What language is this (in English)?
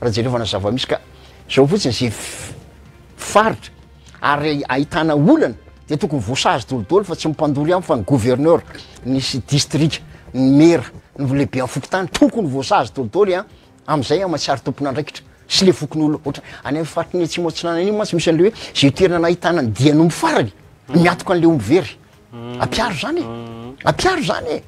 Malagasy